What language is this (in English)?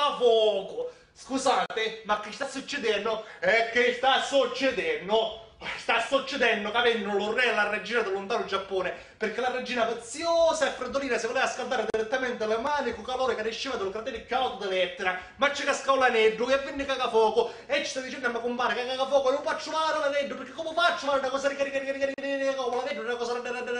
Sicilian